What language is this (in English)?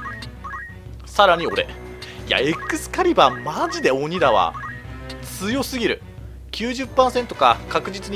Japanese